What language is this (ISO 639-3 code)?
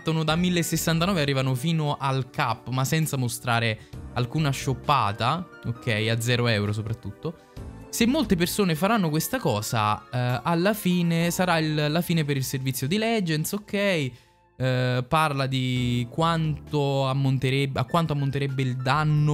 ita